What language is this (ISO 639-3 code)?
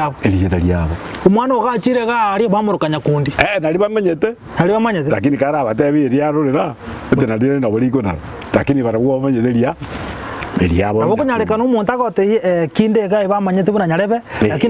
guz